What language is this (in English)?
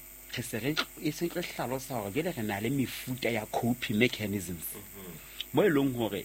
Southern Sotho